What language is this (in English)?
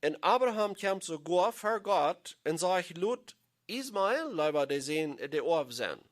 Plautdietsch